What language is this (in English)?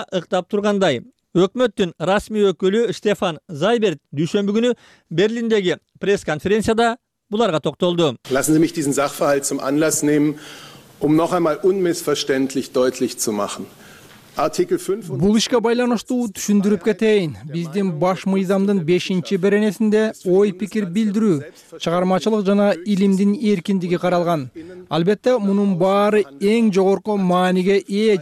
Kyrgyz